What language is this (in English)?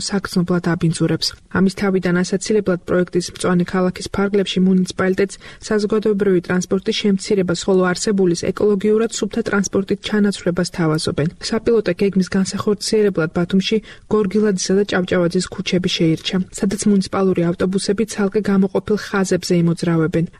Georgian